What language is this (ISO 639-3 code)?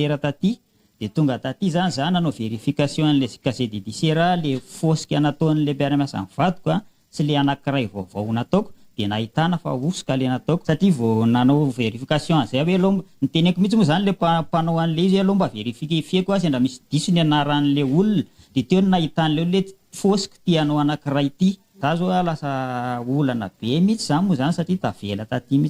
mlg